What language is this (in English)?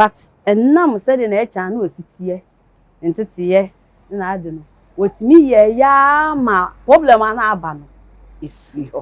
Akan